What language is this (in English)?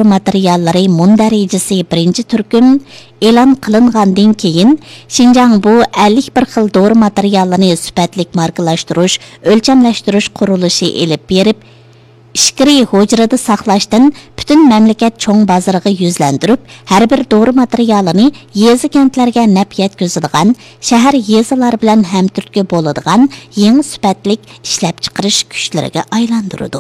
Uyghur